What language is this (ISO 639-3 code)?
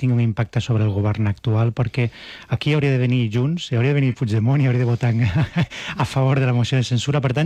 cat